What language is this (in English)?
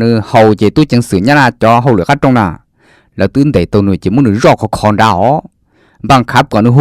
Hmong